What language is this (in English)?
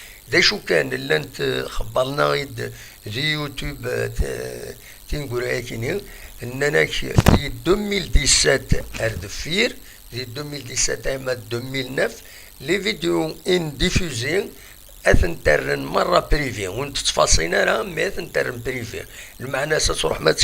Kabyle